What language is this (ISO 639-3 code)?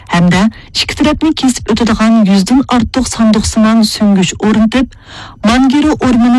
uig